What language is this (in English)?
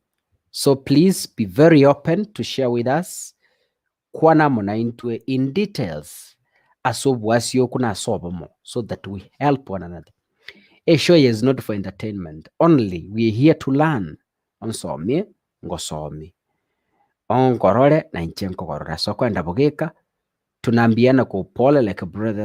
Gusii